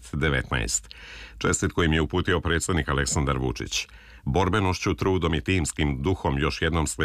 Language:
Serbian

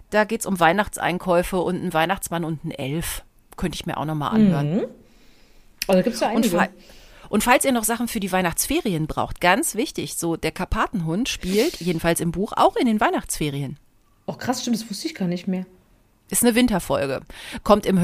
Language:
German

